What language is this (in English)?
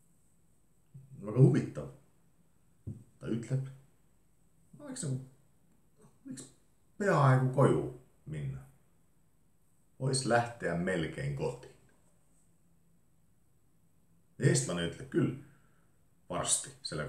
Estonian